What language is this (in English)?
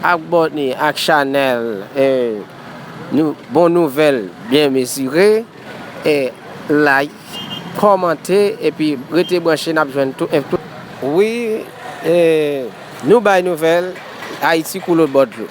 Haitian Creole